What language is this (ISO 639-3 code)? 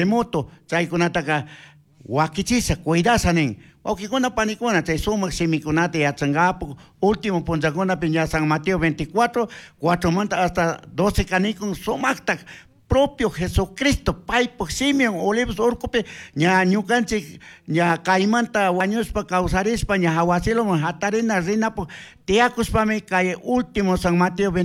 qug